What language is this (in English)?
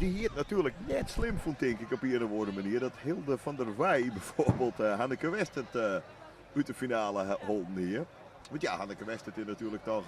Western Frisian